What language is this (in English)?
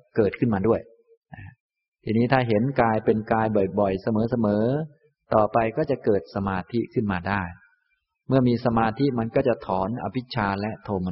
Thai